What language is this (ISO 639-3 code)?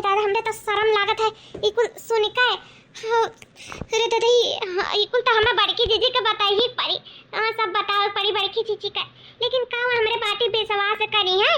awa